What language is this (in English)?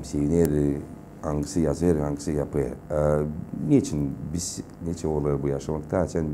Gagauz